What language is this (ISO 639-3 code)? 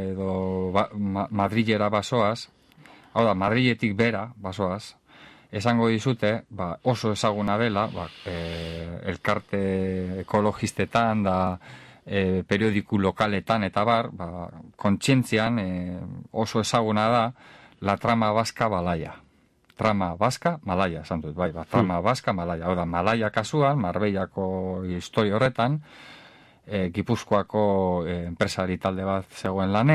eus